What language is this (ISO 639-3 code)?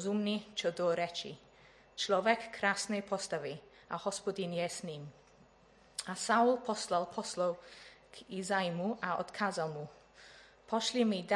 slk